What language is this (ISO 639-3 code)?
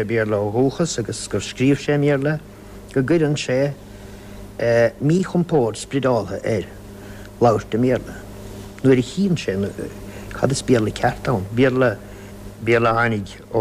gle